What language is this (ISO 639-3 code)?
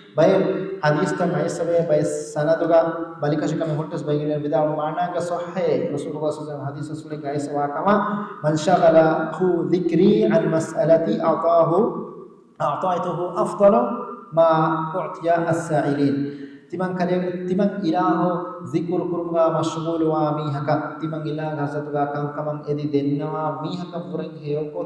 div